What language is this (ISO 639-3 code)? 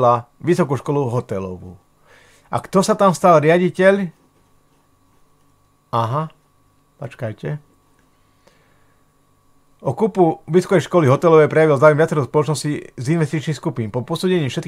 slk